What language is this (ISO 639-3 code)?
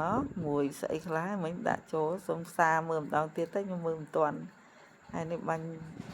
khm